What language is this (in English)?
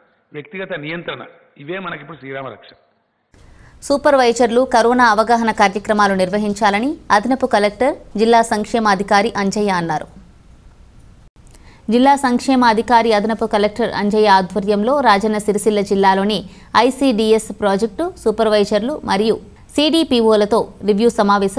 Telugu